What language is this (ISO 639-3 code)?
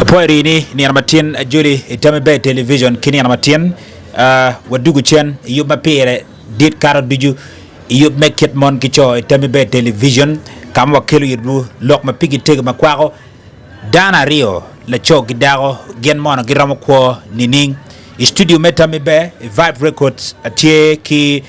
ach